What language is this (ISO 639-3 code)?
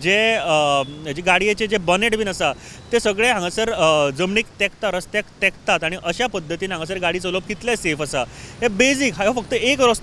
kok